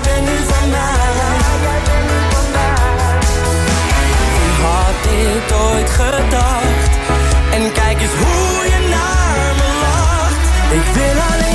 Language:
Dutch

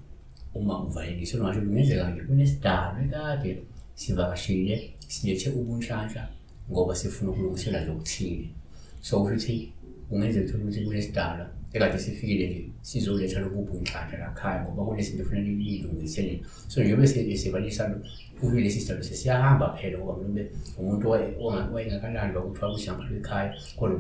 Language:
Zulu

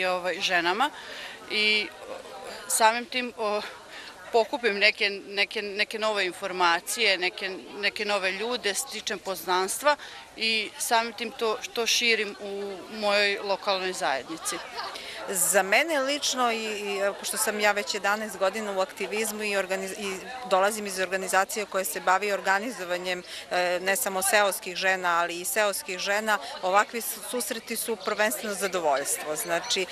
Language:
Serbian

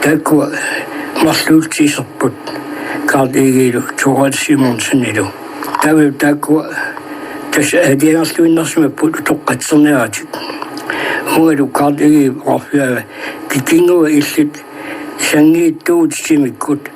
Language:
Kalaallisut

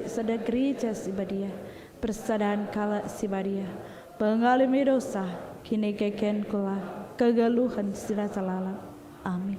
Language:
Batak Karo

